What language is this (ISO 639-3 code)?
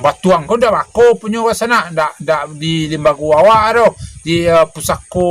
min